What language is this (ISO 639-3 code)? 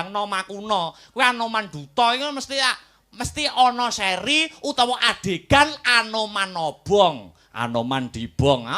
jav